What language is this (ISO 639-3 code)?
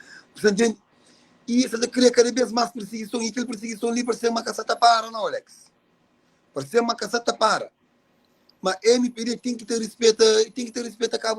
kea